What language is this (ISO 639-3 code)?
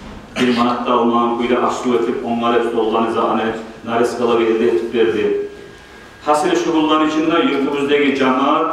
kum